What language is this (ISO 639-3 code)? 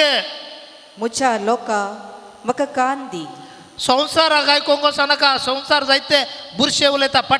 kok